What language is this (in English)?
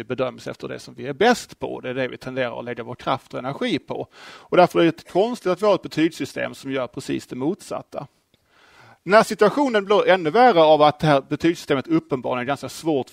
Swedish